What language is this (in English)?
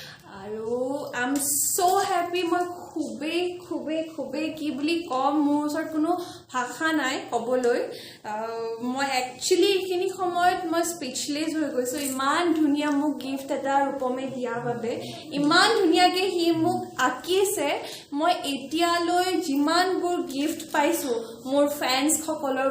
Assamese